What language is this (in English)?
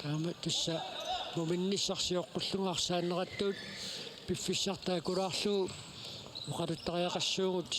Kalaallisut